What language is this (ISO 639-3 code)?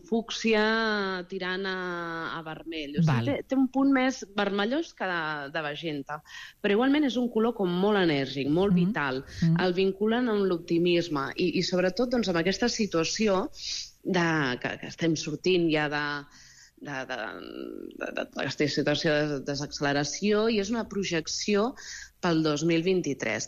cat